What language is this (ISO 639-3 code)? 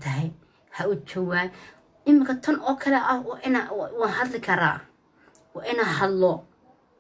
som